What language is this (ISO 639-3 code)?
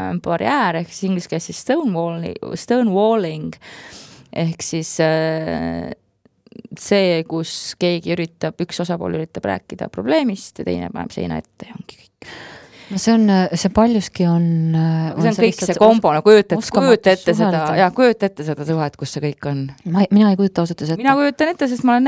est